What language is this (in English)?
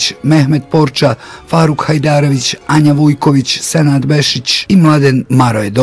Bosnian